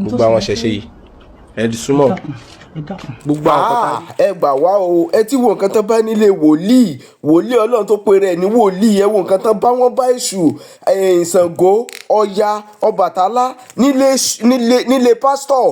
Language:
Yoruba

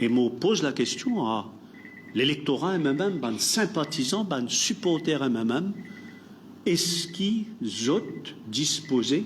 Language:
Morisyen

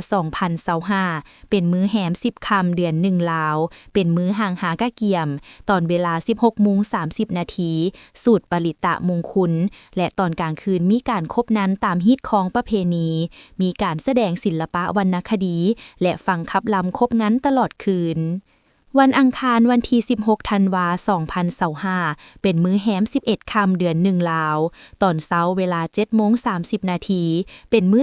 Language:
Lao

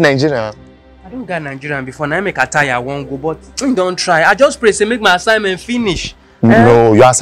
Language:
Nigerian Pidgin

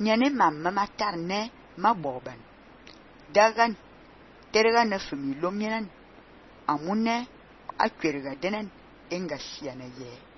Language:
Fang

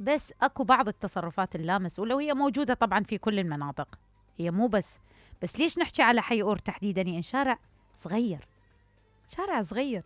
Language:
Mesopotamian Arabic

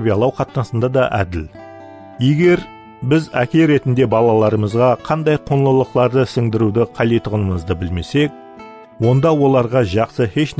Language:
Kara-Kalpak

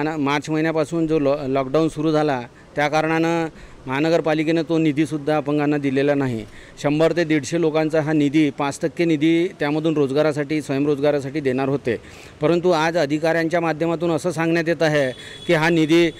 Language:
Marathi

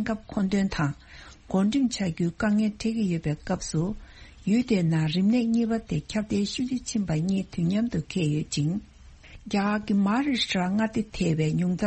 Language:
Tibetan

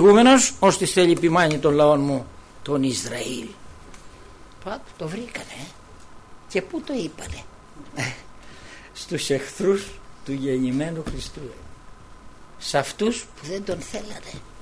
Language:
Greek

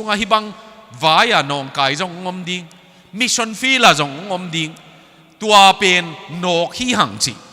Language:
Tedim Chin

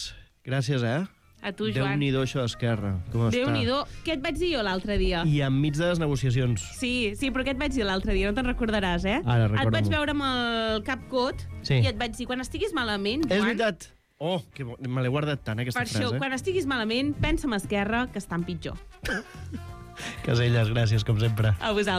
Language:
Catalan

